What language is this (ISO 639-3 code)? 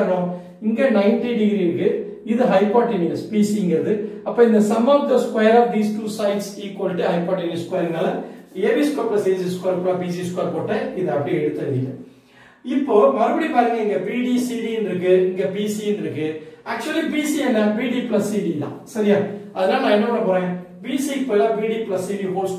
tam